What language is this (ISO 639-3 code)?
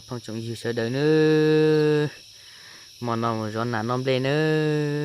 hmn